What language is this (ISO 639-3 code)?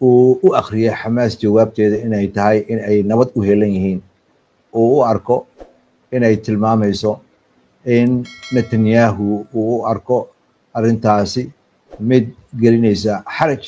som